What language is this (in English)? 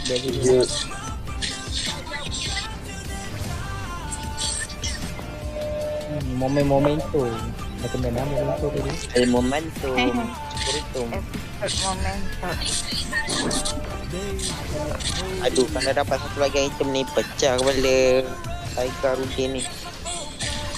Malay